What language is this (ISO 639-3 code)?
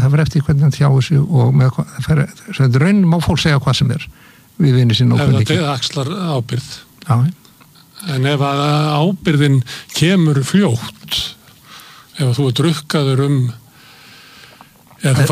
isl